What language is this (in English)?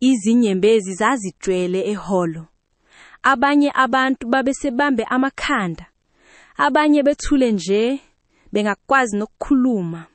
Zulu